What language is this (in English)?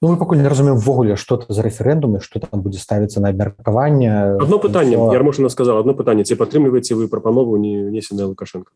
Belarusian